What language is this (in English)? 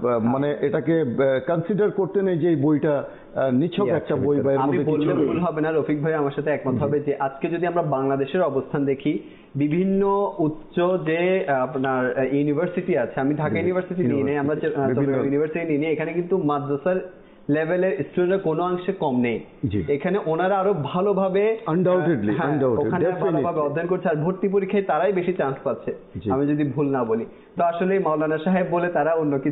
Bangla